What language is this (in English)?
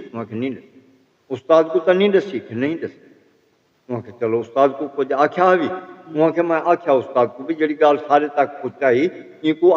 Saraiki